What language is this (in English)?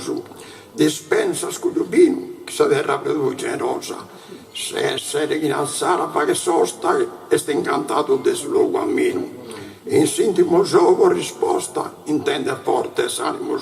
Sardinian